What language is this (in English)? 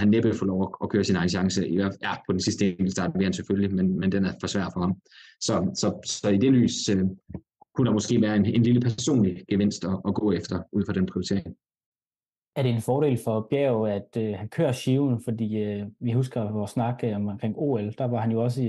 Danish